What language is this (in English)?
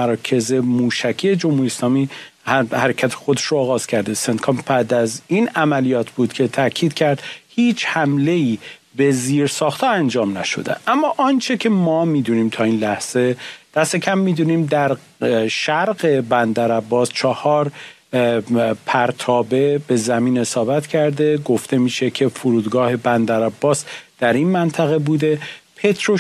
Persian